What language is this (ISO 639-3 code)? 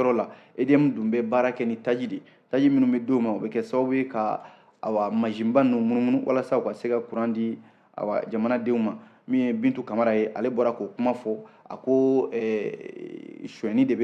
bam